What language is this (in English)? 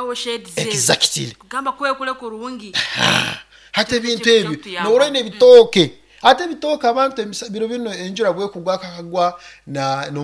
Nyoro